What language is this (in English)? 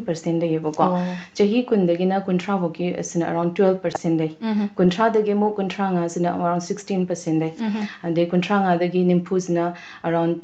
Manipuri